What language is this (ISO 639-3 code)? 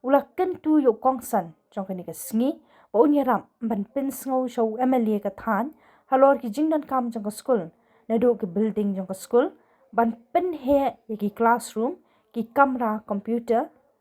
kha